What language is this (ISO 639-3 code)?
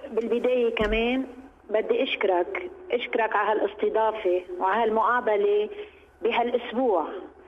apc